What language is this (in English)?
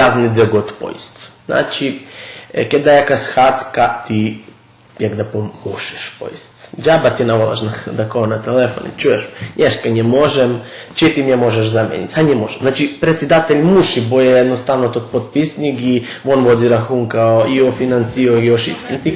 Rusyn